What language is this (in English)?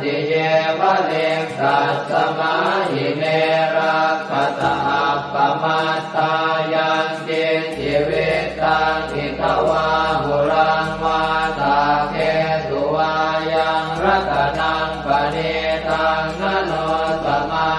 Pali